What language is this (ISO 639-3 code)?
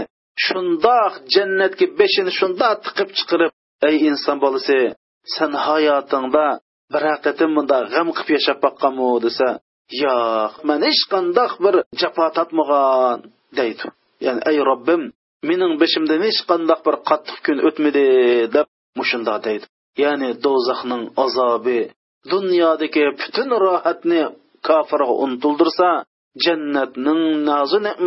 uig